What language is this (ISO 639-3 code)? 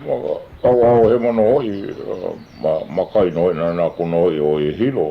haw